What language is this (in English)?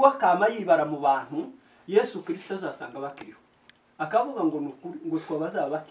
Kinyarwanda